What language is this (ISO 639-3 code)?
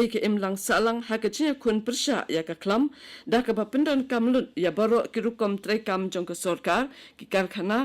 kha